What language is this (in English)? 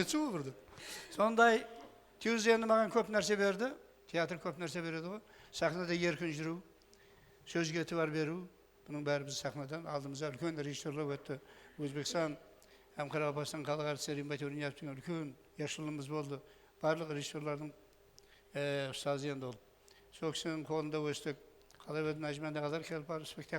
Kara-Kalpak